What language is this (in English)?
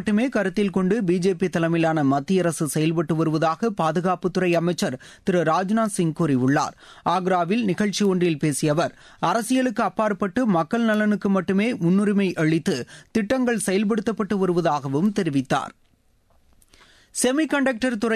Tamil